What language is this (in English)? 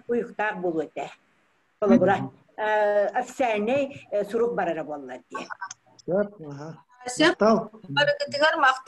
Yakut